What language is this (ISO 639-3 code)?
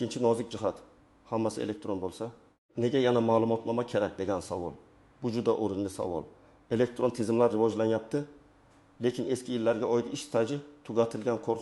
uzb